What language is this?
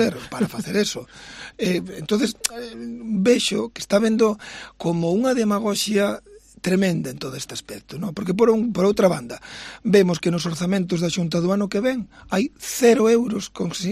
Galician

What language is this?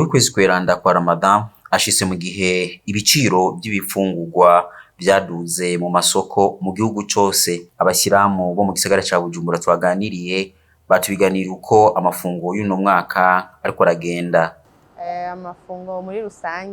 Rundi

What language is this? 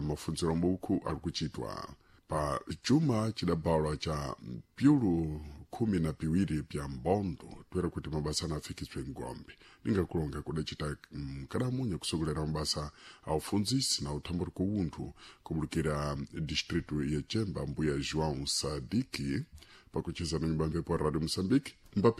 Sena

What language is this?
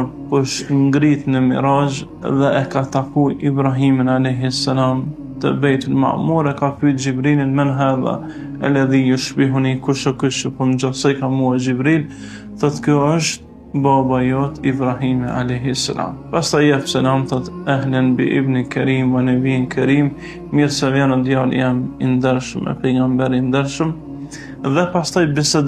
Albanian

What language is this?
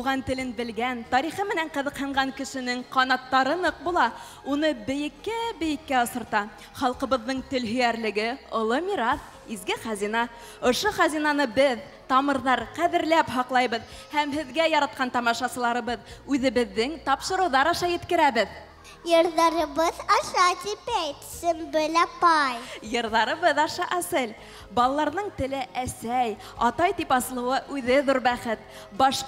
Bashkir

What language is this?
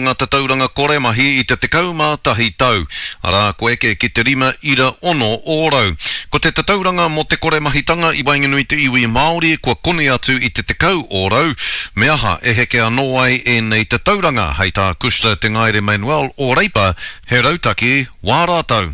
Māori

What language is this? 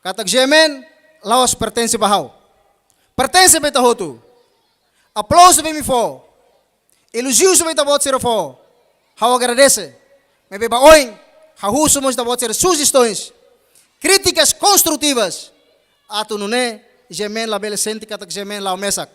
Tetum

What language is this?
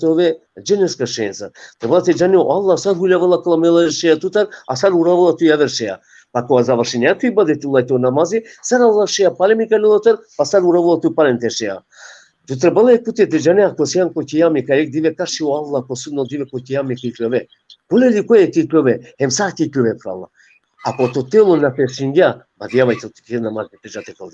Balkan Romani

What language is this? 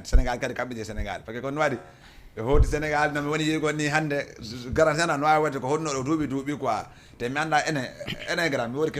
Fula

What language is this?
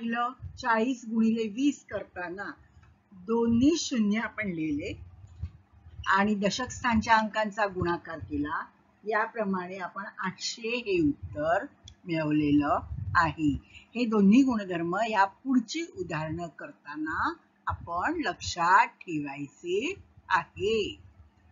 Marathi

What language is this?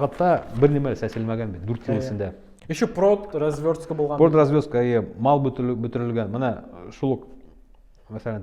Bashkir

